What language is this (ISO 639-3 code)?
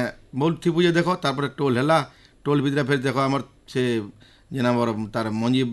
ori